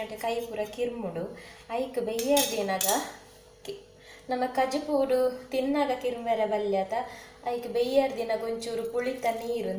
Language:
Tulu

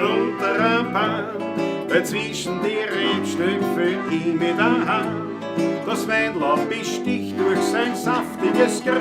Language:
Bavarian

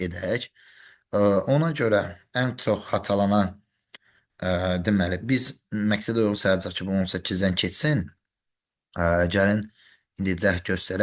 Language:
Azerbaijani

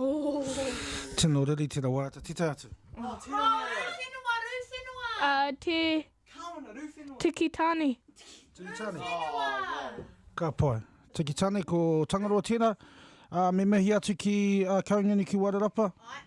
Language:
Māori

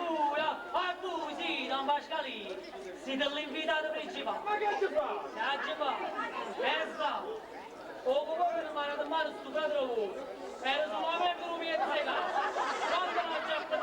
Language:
Neapolitan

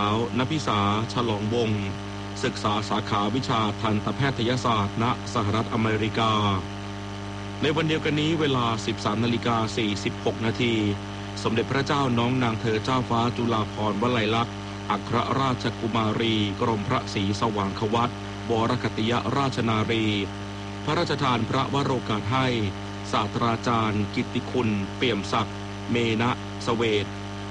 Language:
Thai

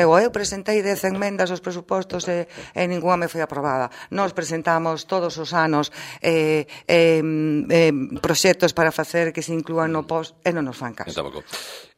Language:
Galician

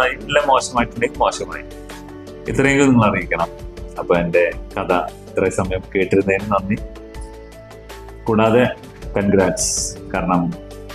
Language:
Malayalam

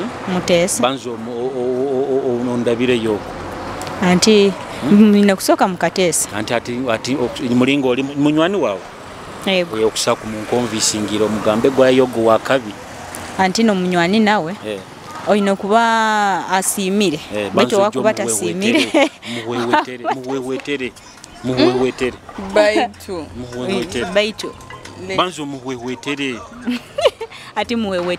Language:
Nyoro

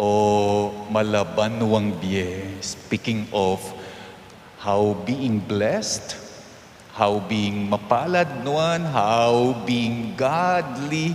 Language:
Pampanga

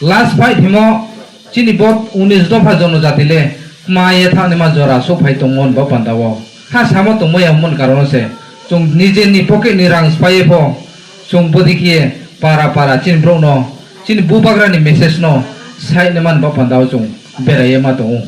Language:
Riang (India)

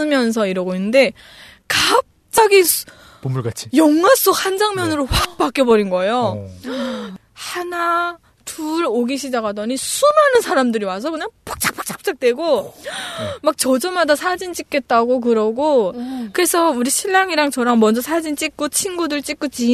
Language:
Korean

